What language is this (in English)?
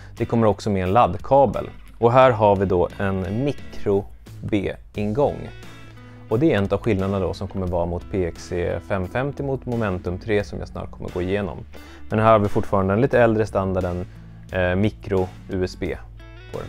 Swedish